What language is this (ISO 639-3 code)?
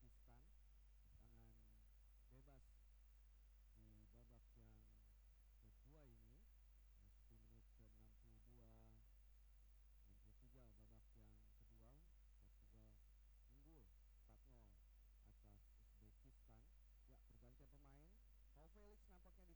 ind